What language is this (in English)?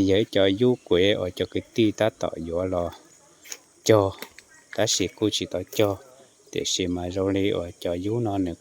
Hmong